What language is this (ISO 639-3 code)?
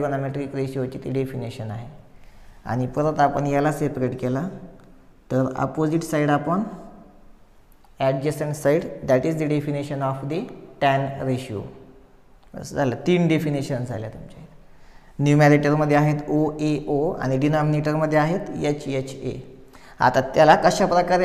mar